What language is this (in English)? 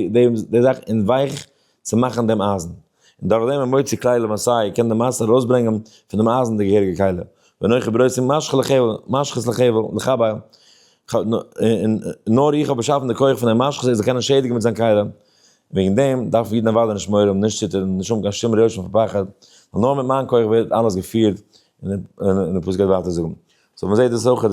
Yiddish